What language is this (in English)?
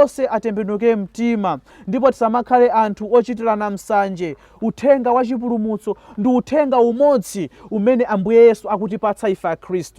Nyanja